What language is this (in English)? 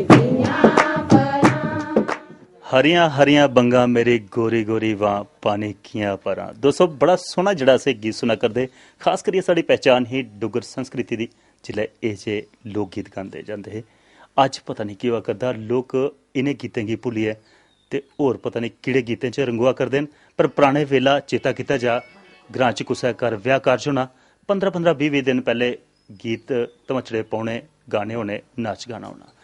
Dogri